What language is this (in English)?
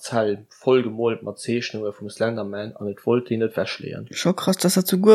Luxembourgish